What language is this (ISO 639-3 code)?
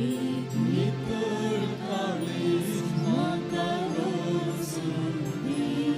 kok